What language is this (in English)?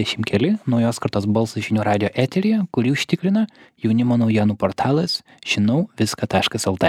Lithuanian